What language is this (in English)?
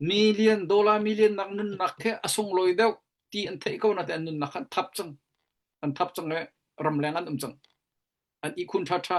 Hakha Chin